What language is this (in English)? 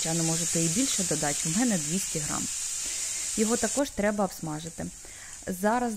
Ukrainian